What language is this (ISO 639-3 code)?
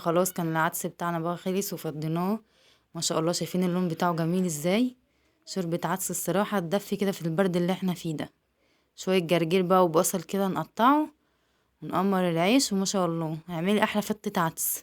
arz